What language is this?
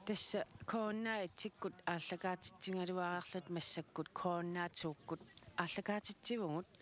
Kalaallisut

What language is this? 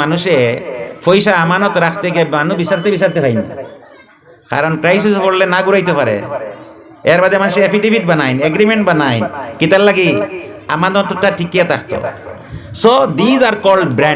Sylheti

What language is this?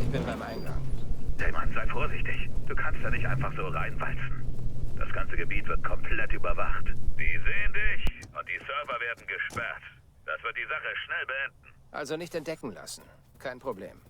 Bavarian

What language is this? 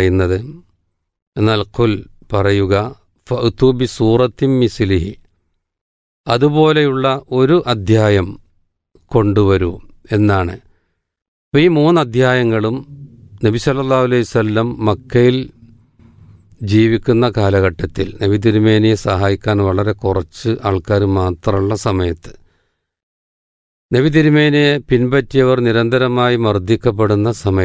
Malayalam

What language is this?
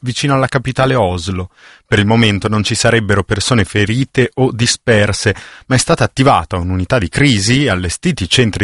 Italian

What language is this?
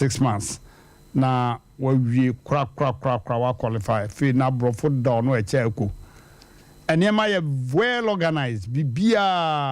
Akan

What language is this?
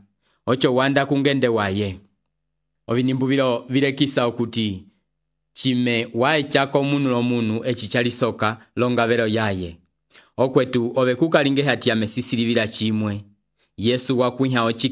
Umbundu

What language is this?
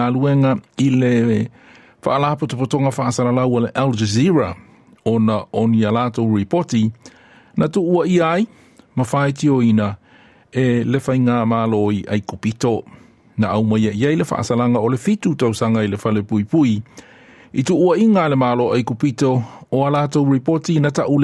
Samoan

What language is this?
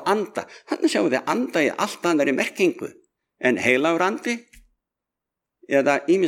Icelandic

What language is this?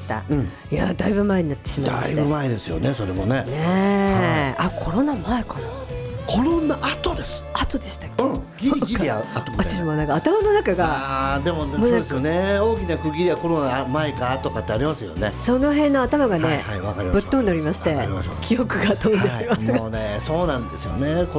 Japanese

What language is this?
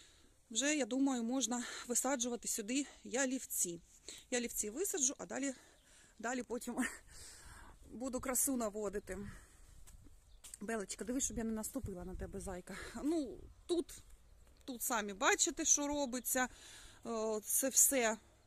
Ukrainian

